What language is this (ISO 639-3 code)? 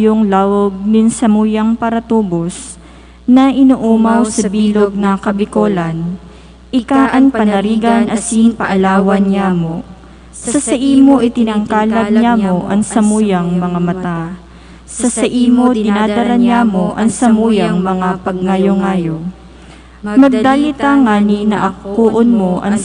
bik